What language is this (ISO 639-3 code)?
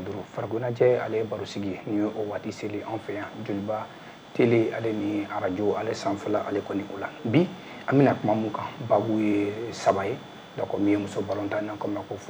bam